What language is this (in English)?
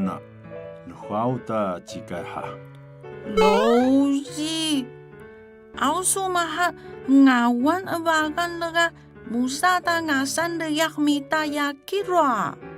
Atayal